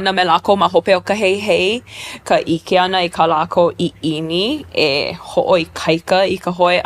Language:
Hawaiian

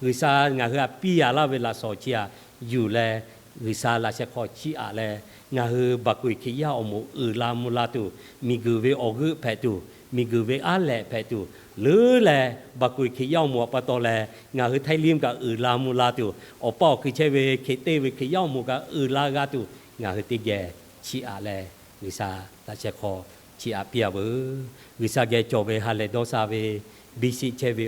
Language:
Lahu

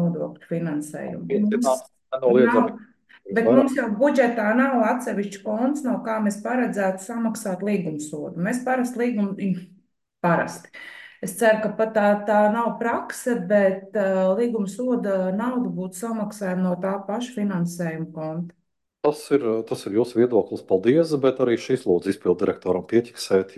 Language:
Latvian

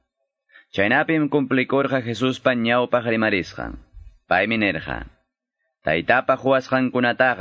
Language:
Quechua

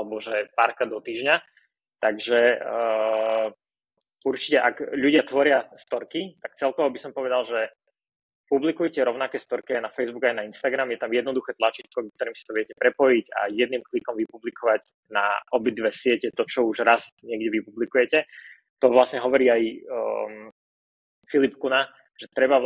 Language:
Slovak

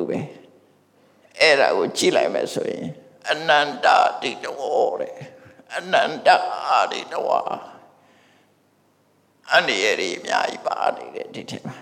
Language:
Burmese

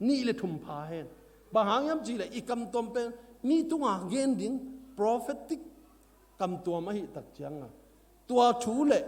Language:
Tedim Chin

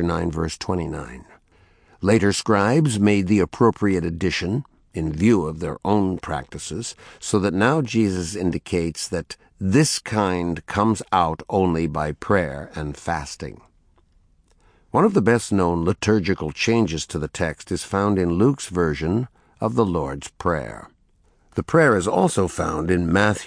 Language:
English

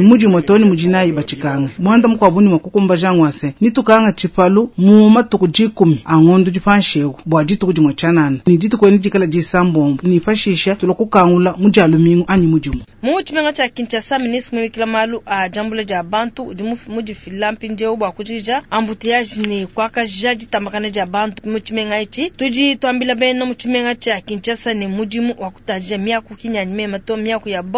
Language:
Luba-Lulua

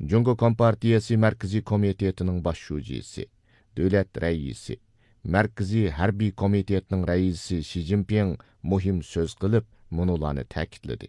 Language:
Uyghur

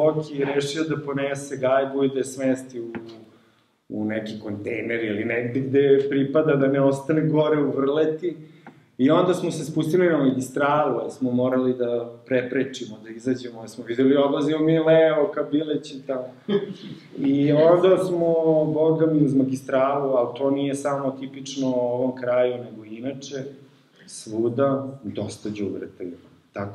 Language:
Serbian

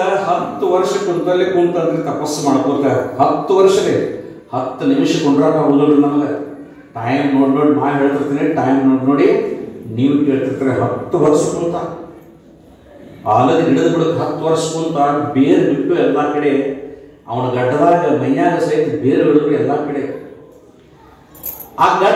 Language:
Kannada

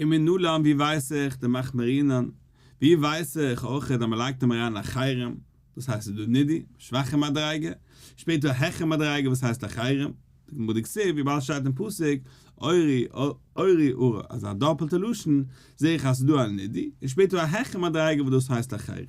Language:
Yiddish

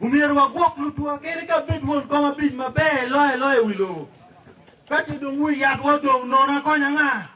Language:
Acoli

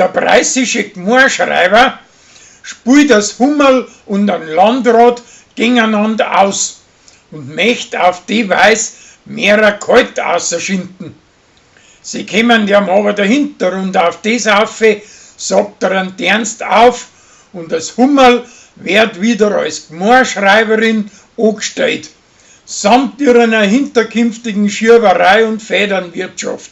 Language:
Bavarian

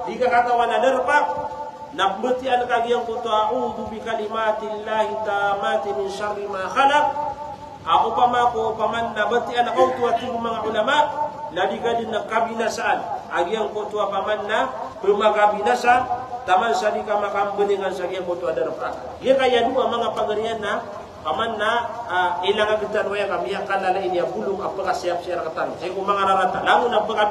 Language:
Maranao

